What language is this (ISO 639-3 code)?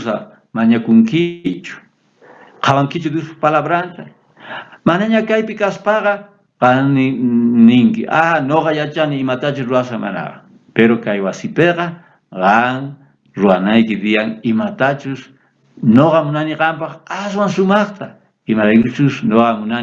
quh